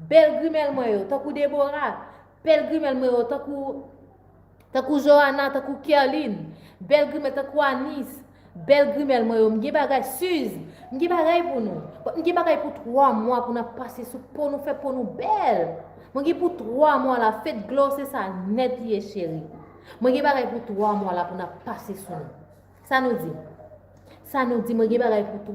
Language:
Haitian Creole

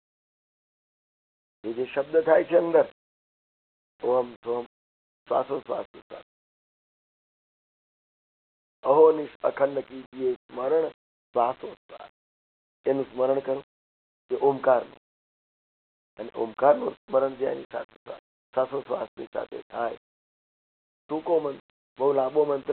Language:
Gujarati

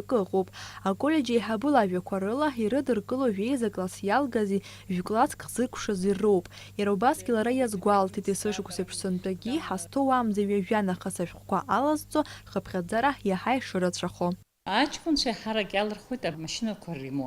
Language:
Abkhazian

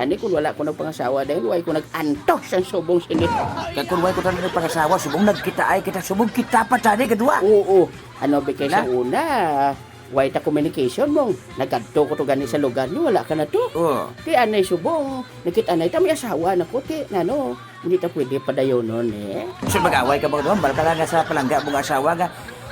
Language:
Hiligaynon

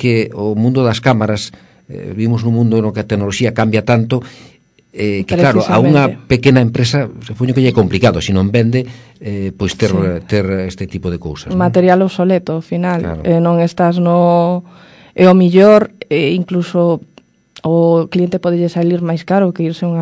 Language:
Galician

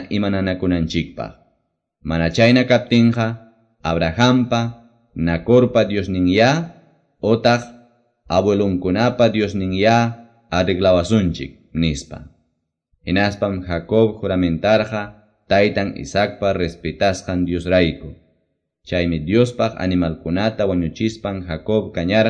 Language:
Quechua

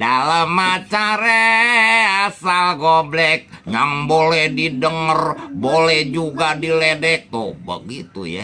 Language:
Betawi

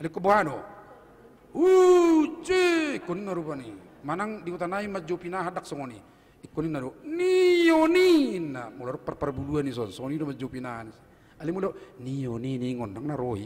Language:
Batak Toba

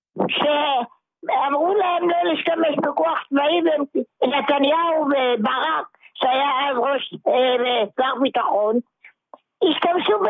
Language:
Hebrew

